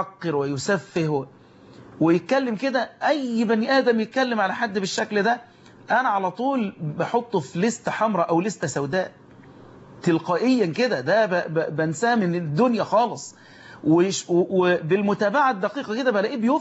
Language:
Egyptian Arabic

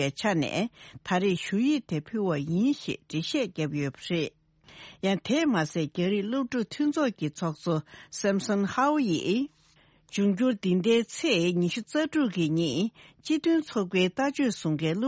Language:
Tibetan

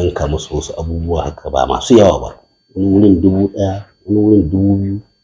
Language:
Hausa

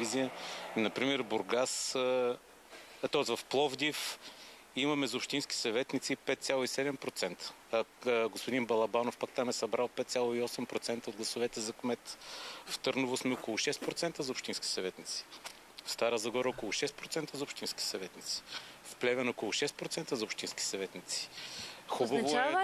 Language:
Bulgarian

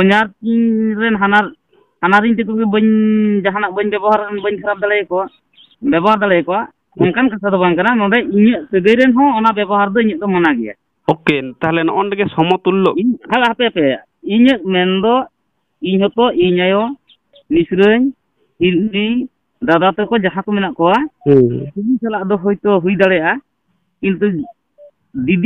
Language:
Santali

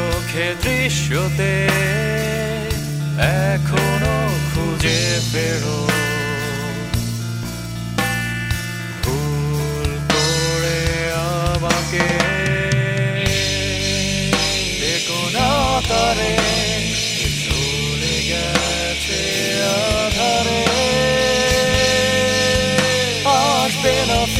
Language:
Bangla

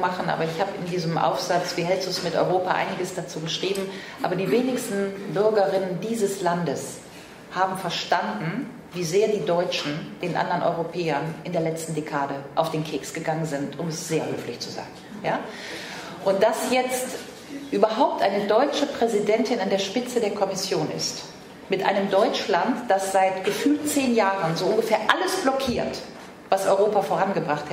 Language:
German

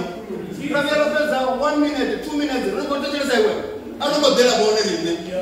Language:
Venda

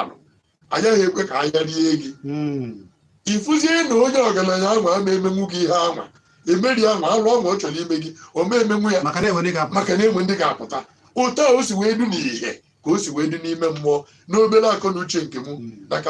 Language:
Igbo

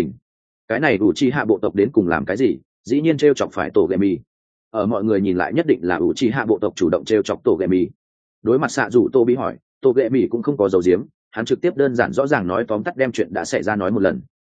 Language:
Vietnamese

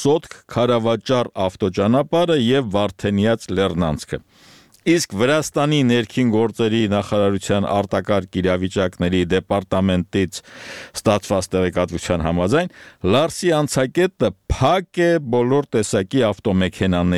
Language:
Armenian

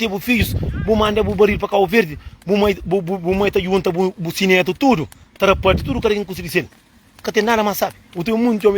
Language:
Kabuverdianu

